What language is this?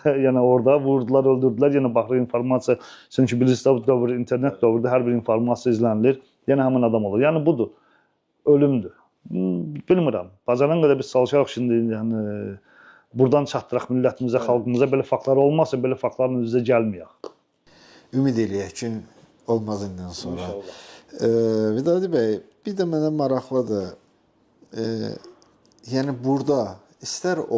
Azerbaijani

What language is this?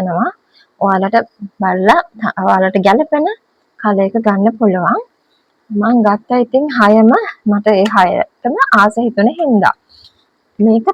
Sinhala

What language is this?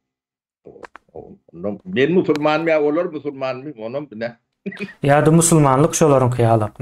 Turkmen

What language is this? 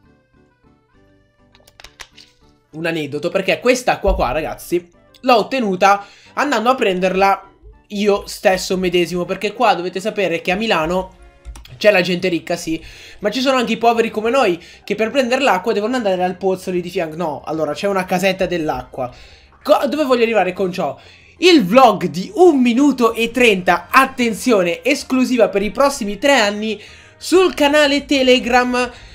Italian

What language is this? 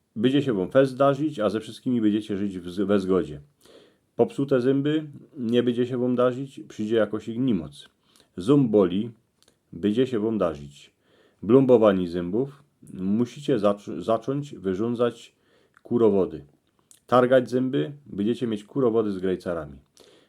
Silesian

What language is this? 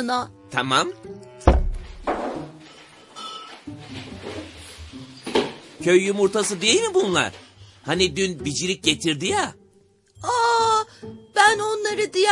Turkish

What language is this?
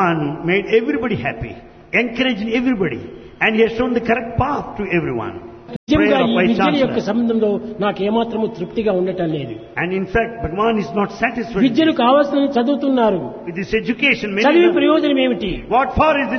Telugu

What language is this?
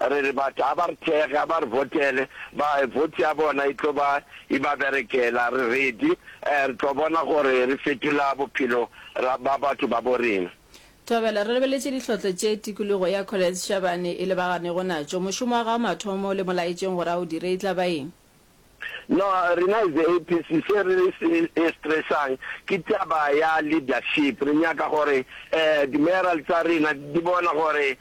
Northern Sotho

